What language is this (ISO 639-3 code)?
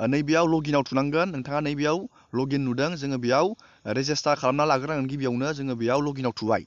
brx